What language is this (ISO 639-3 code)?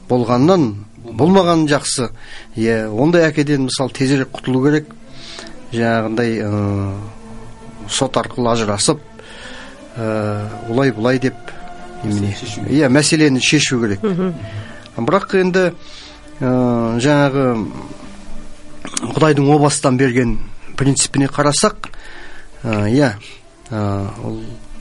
kaz